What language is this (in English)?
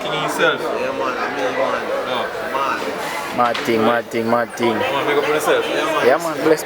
Jamaican Creole English